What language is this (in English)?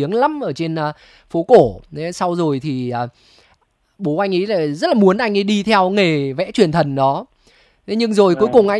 Vietnamese